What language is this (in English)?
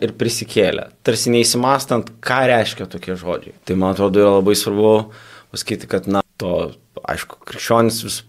Lithuanian